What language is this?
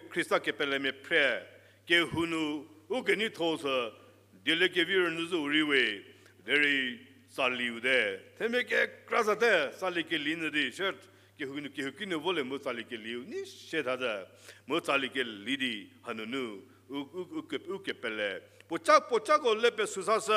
Angami Naga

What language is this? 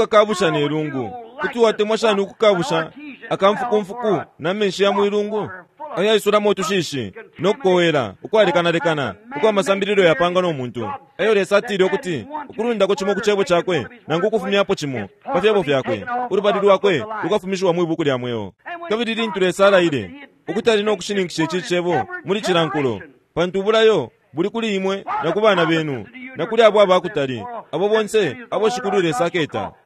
Bemba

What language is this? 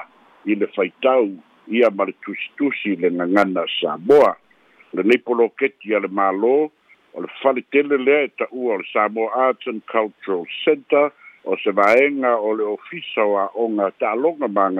Samoan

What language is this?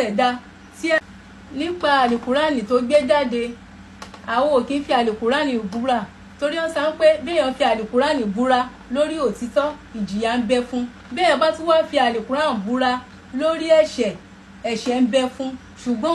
Yoruba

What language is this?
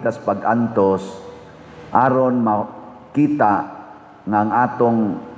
Cebuano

